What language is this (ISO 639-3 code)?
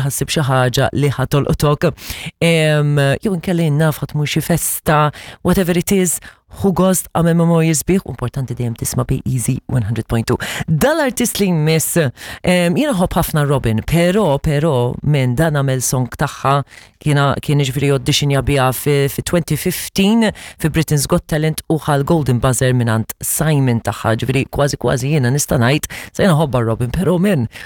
mlt